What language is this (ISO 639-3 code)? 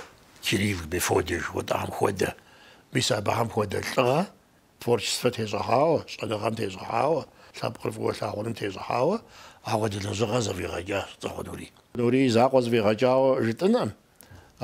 kbd